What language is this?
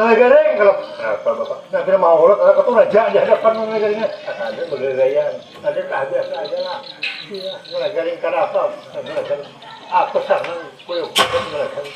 Banjar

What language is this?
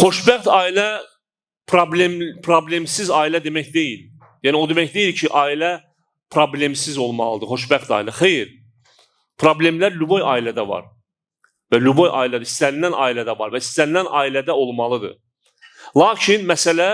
Azerbaijani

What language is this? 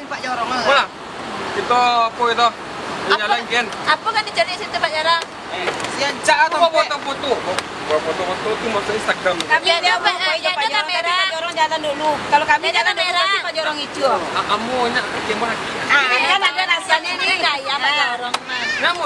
Minangkabau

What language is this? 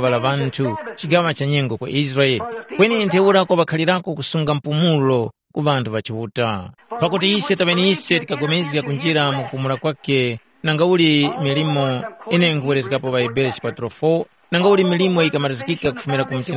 Tumbuka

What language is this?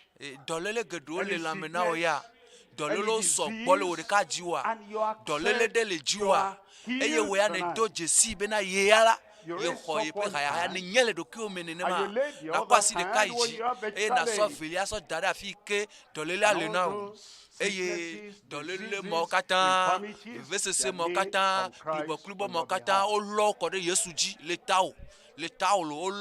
Ewe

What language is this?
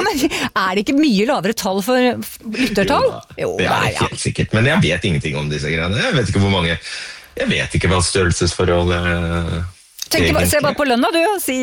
Norwegian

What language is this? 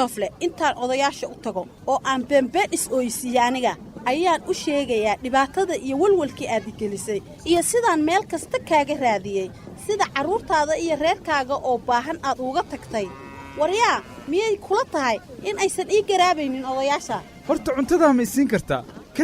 Somali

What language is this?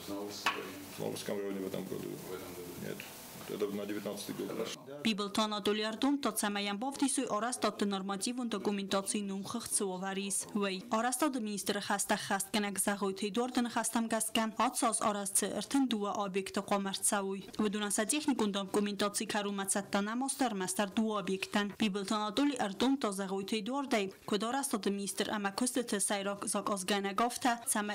Ossetic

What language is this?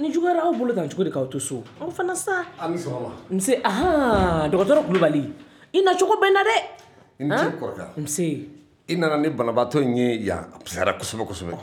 Bambara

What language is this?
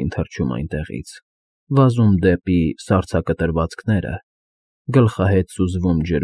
Armenian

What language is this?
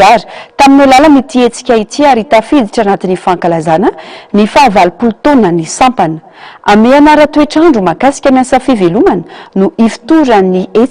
Malagasy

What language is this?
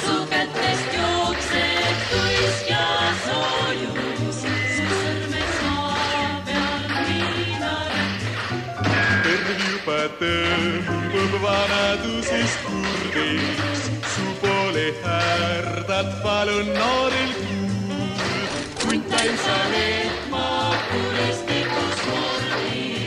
Estonian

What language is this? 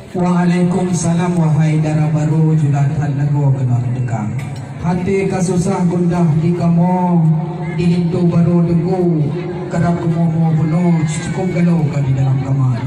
Achinese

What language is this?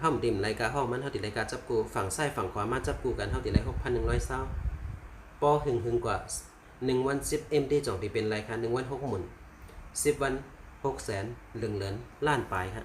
Shan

